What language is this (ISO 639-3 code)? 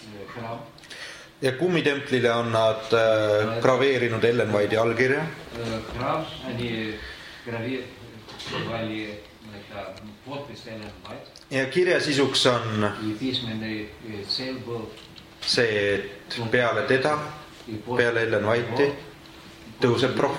est